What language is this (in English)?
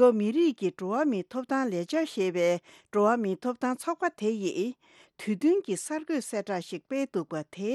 Tibetan